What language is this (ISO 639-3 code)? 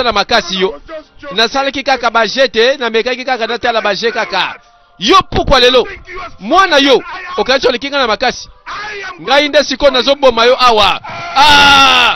lin